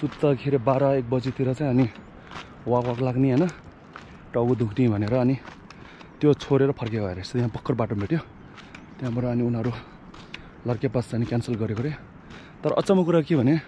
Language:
Nepali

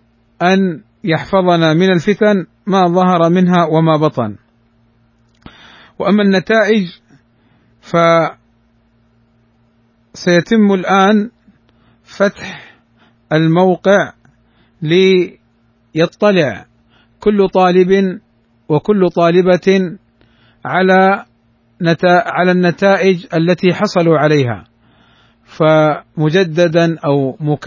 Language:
Arabic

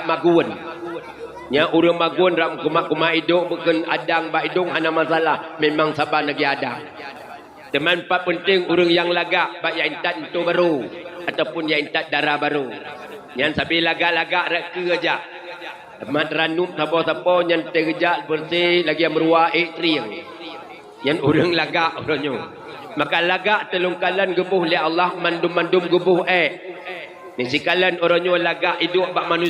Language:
Achinese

